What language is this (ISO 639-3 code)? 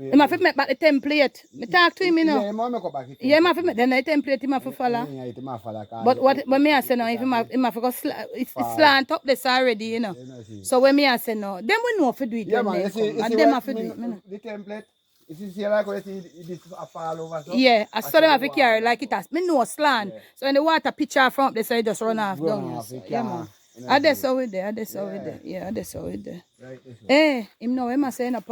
jam